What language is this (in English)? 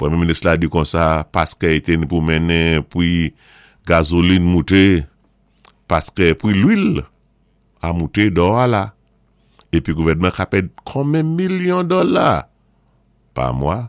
Saint Lucian Creole French